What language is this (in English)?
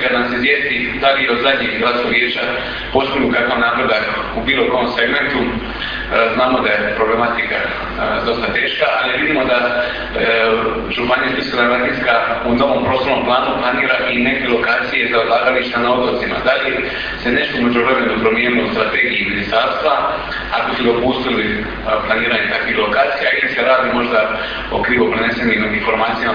Croatian